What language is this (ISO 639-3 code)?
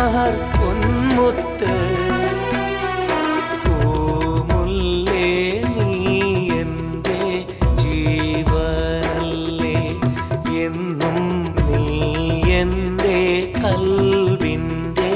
mal